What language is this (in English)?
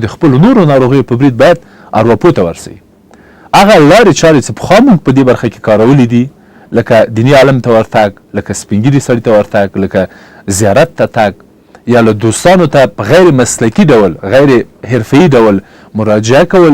Pashto